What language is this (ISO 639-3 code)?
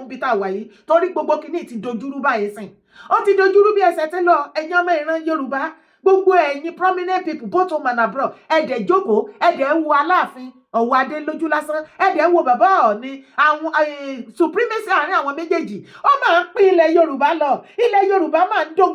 yor